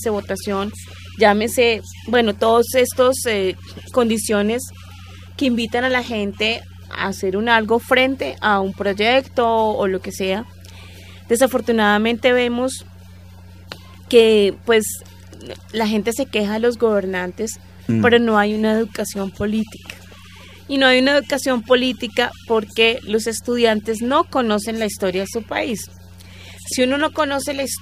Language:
Spanish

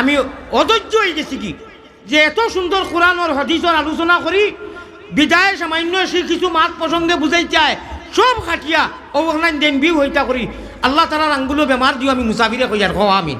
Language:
Sylheti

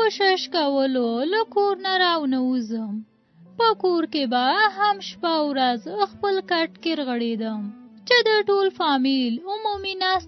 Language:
Pashto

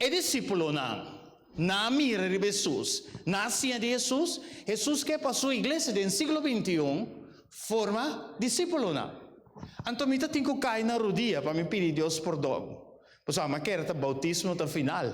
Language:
Papiamento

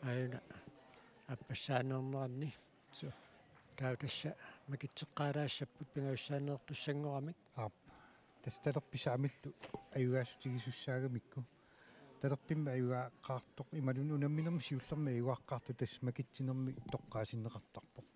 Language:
Kalaallisut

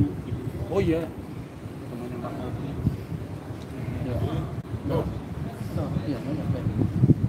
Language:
Indonesian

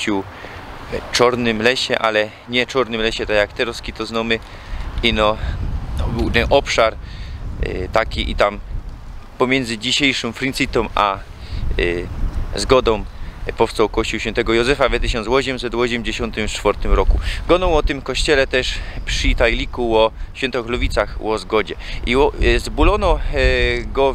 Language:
Silesian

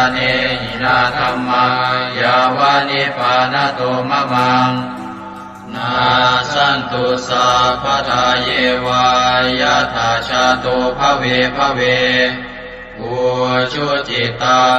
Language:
Pali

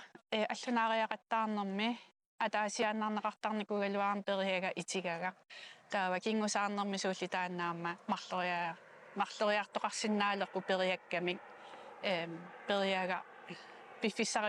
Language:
Kalaallisut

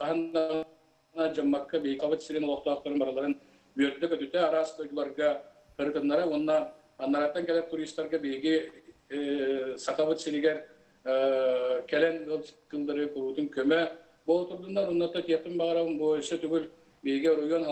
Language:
Yakut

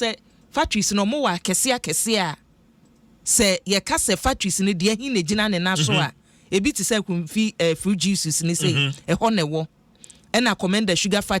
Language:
Akan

